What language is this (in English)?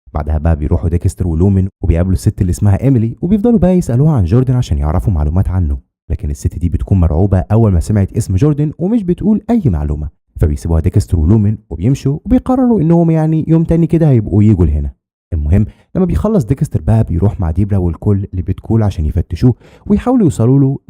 Egyptian Arabic